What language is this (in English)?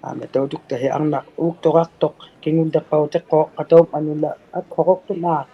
Inuktitut